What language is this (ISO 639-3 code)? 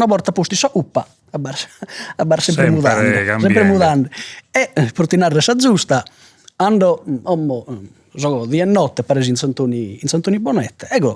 srd